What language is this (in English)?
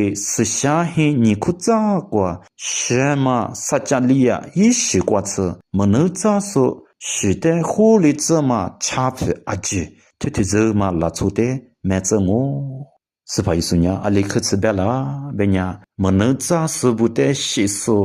Lisu